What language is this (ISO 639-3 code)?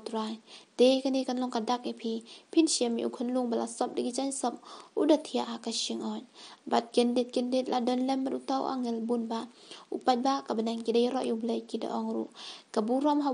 kha